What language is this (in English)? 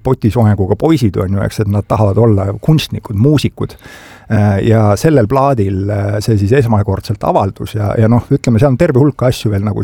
Estonian